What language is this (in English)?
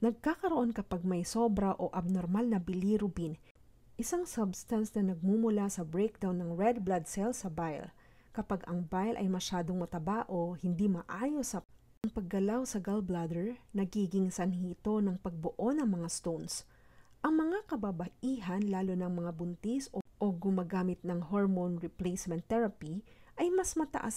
Filipino